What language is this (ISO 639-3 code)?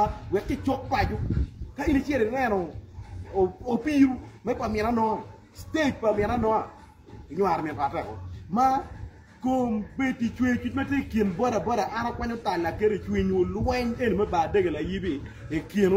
ach